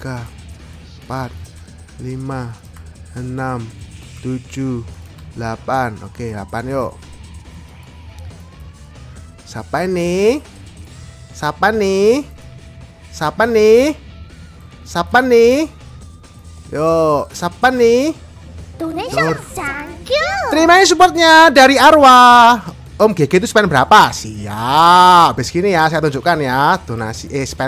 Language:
Indonesian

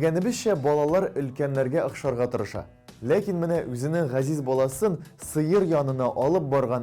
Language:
Tatar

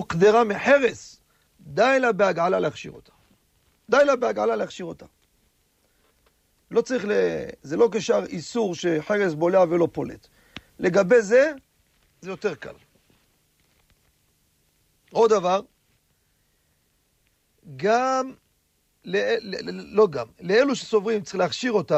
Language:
Hebrew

